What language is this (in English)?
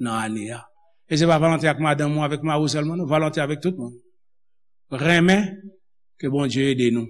Haitian Creole